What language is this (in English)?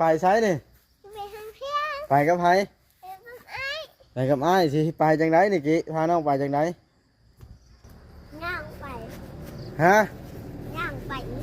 Northeastern Thai